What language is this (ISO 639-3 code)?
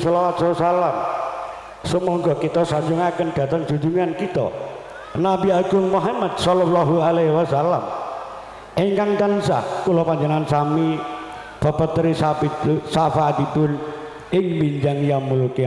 jav